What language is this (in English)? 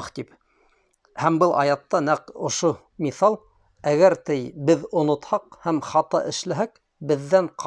Bashkir